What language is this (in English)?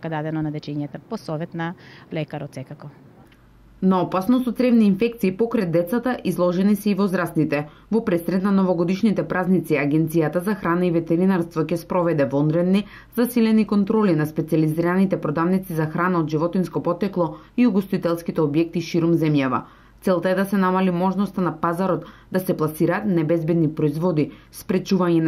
Macedonian